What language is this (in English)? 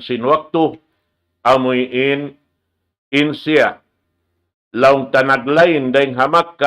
Tausug